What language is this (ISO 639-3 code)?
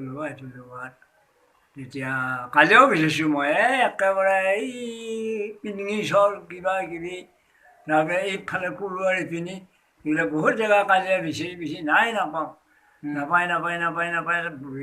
asm